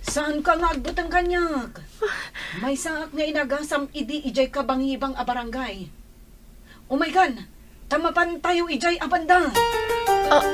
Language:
Iloko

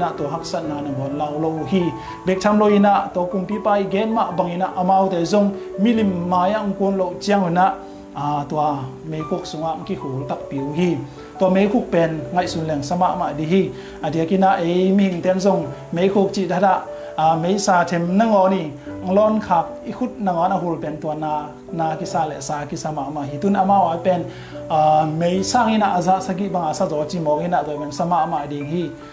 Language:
Tedim Chin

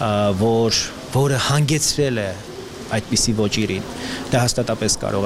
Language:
Armenian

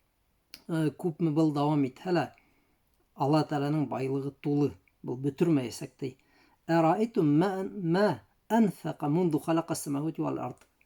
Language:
Bashkir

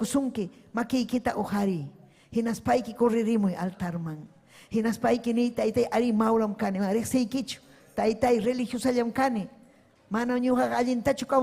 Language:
Ayacucho Quechua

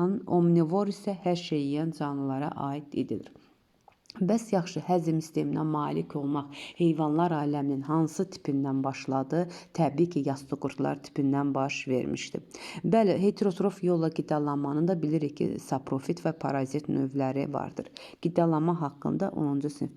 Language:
Azerbaijani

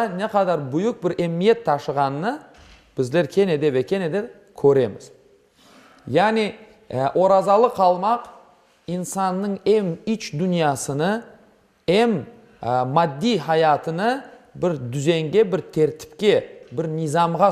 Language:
Crimean Tatar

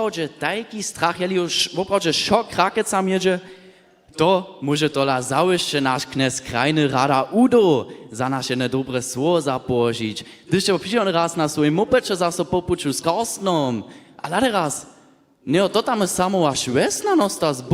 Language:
Upper Sorbian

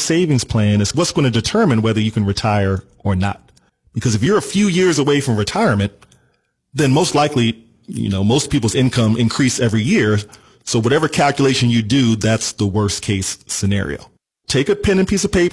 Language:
English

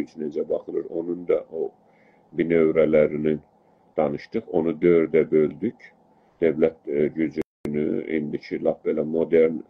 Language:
South Azerbaijani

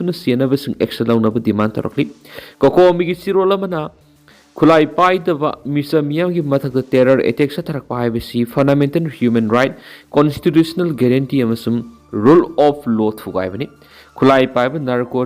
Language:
Manipuri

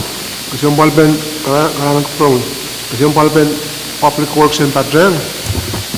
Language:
Pohnpeian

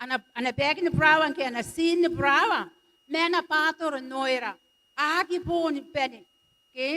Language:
Gilbertese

